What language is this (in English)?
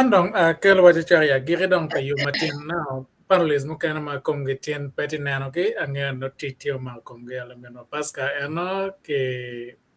Acoli